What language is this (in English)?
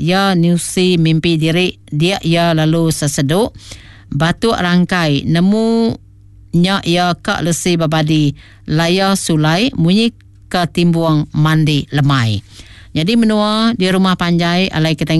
Iban